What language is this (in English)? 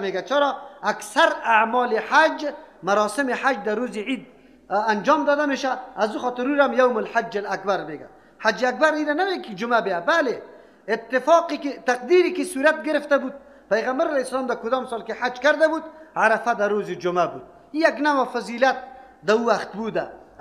Persian